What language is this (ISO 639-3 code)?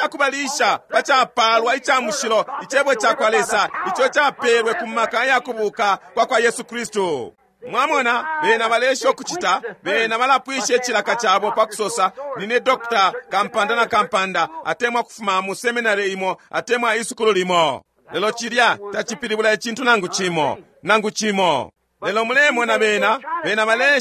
bem